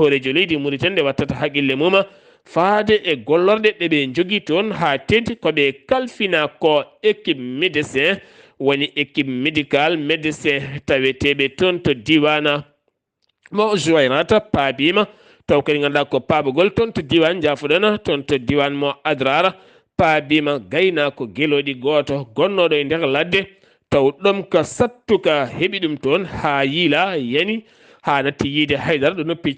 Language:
Fula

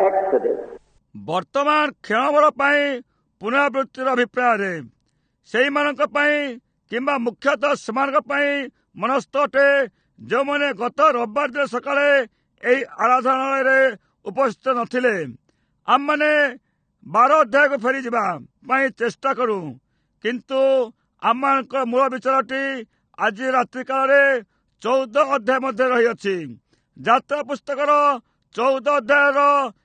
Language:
Odia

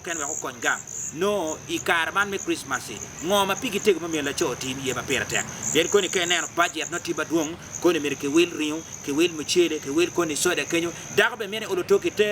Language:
Acoli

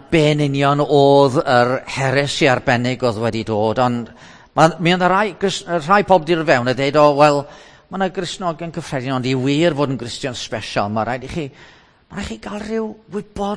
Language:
Welsh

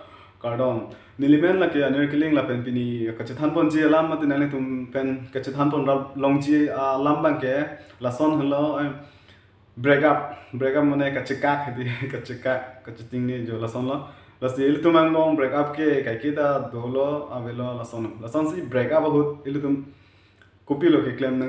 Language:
Karbi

